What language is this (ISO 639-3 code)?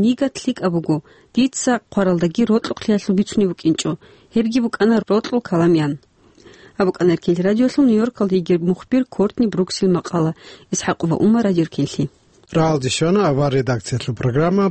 ava